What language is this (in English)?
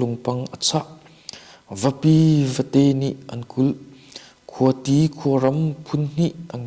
Hakha Chin